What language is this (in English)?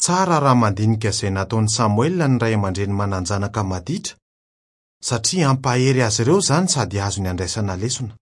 Malagasy